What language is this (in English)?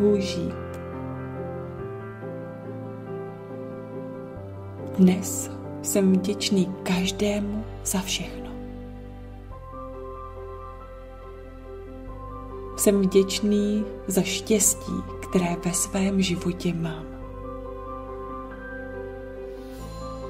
Czech